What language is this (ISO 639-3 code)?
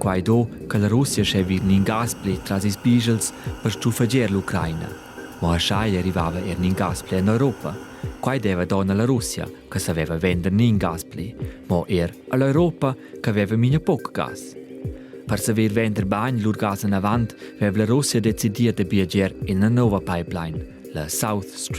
roh